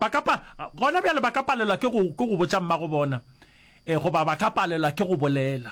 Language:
Northern Sotho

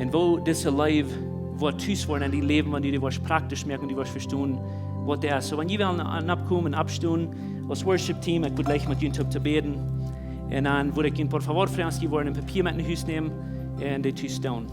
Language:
Plautdietsch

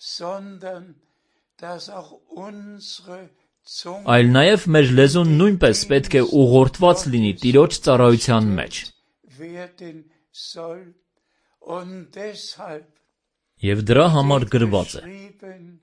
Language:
Armenian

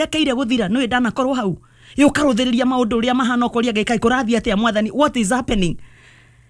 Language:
Kikuyu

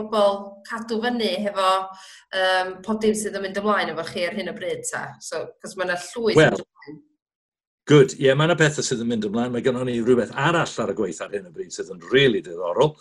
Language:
Welsh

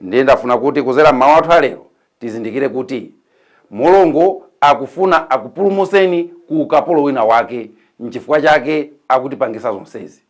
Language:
Nyanja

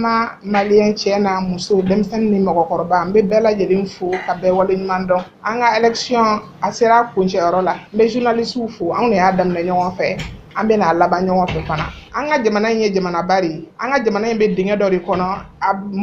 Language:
Bambara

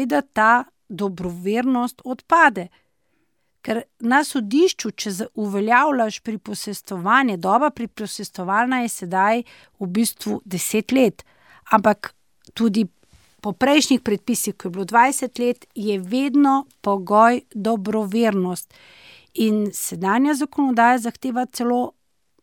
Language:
Slovenian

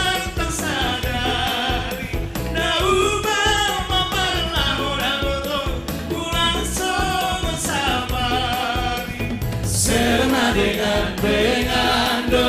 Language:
Batak Simalungun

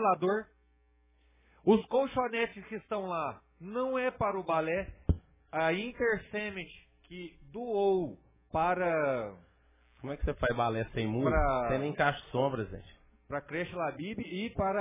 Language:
Portuguese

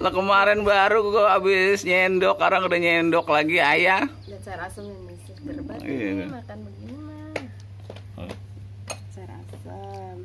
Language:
Betawi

